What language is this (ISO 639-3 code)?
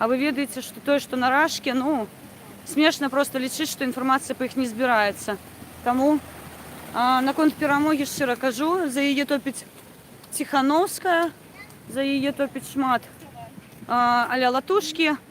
bel